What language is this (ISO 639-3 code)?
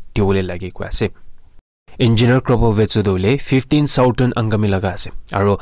nag